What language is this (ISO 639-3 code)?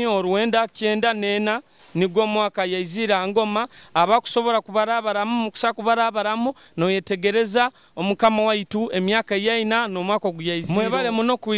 nyo